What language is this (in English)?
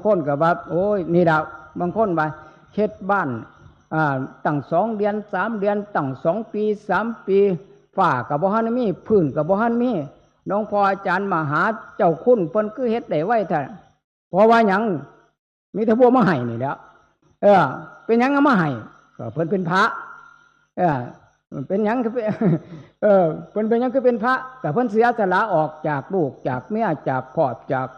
Northeastern Thai